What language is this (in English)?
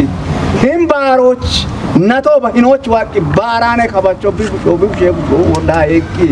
Kafa